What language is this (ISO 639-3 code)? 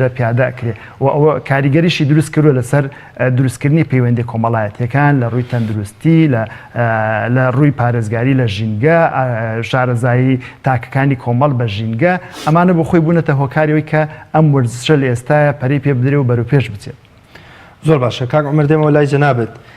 ckb